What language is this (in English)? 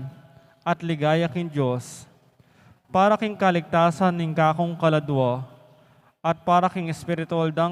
Pampanga